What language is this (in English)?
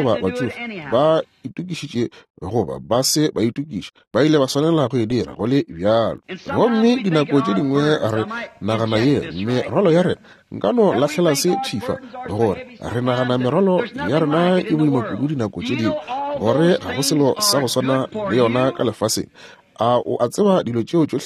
Northern Sotho